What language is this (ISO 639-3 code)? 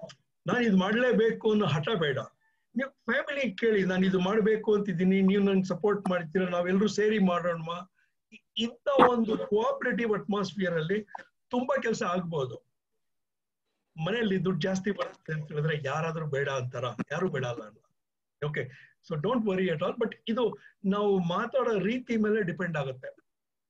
kan